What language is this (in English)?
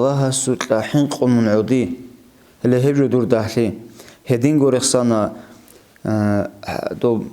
Avaric